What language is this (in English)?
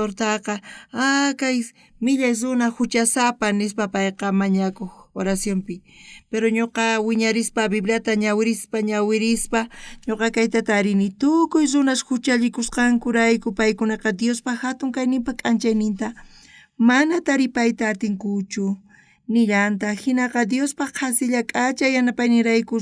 South Bolivian Quechua